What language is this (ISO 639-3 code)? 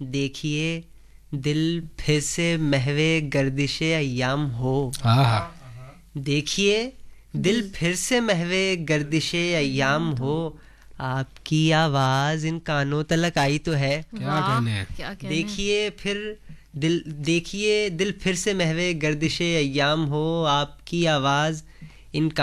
urd